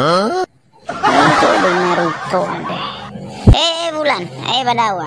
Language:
Nias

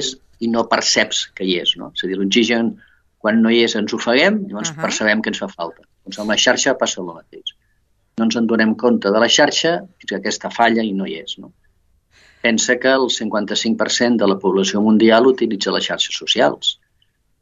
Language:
Catalan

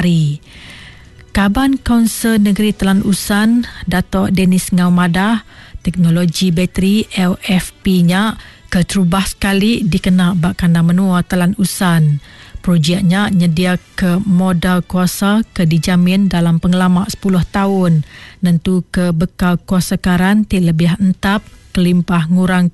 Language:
Iban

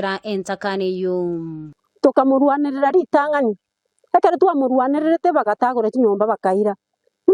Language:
Gusii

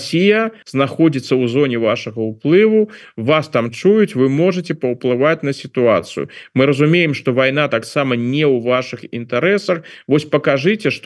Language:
Belarusian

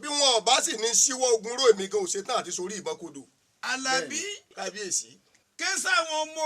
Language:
Yoruba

